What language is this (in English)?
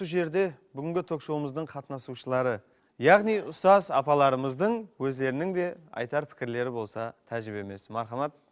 Kara-Kalpak